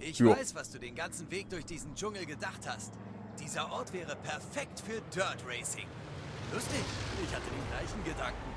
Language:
Bavarian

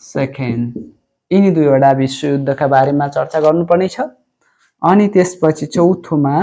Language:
Nepali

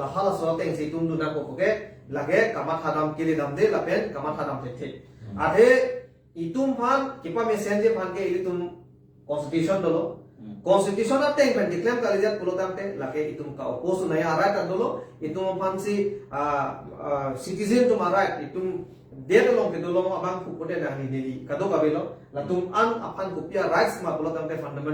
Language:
Karbi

